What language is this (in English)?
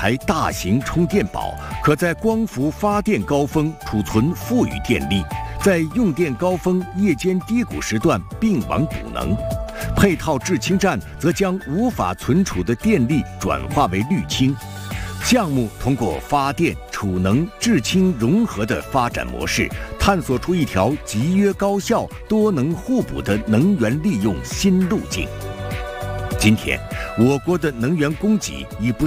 Chinese